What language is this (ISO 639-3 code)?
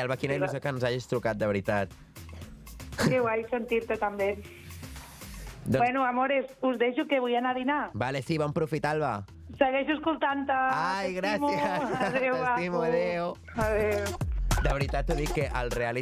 cat